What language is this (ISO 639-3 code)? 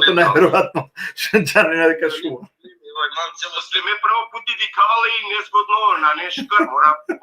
rmn